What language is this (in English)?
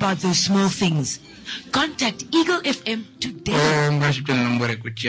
Kuanyama